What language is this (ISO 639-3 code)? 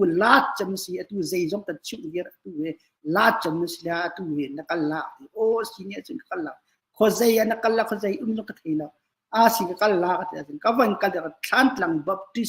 cnh